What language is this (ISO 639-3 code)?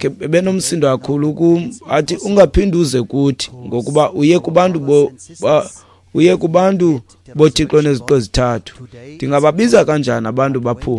xho